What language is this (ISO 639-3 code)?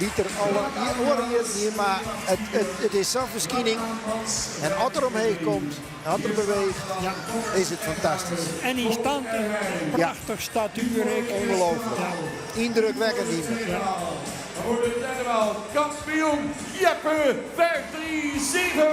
fry